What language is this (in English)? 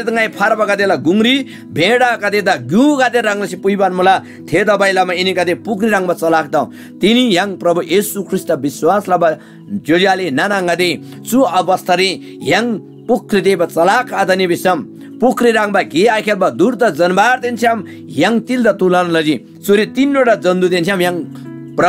Eastern Tamang